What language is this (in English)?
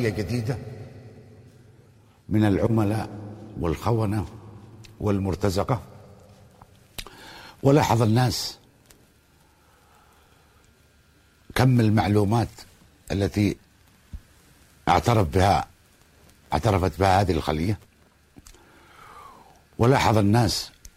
Arabic